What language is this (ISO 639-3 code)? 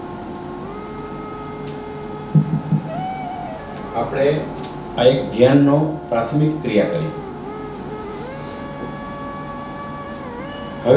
guj